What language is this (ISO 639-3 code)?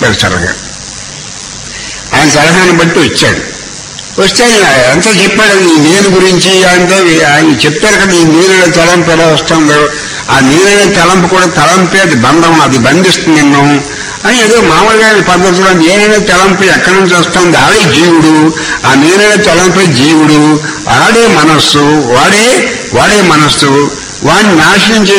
tel